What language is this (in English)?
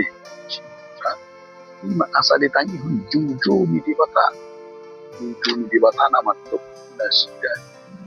Batak Toba